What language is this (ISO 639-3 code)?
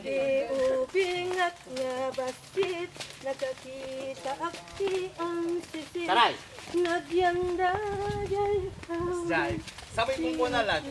ilo